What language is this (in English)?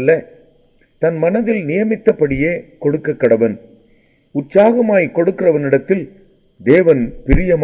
Tamil